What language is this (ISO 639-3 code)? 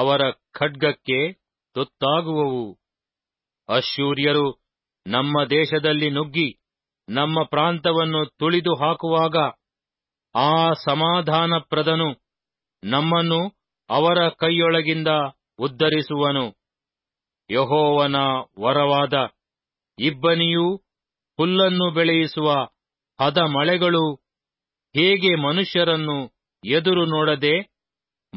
kan